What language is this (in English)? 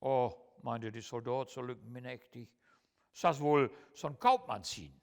Low German